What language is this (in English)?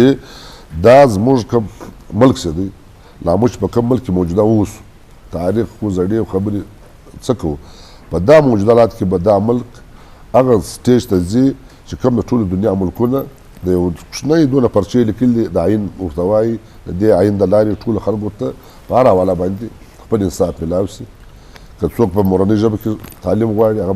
Eastern Balochi